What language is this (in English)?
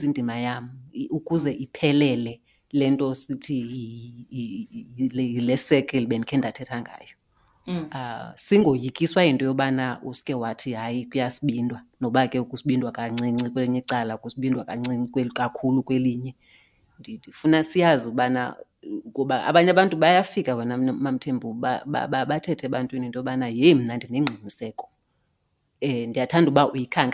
Xhosa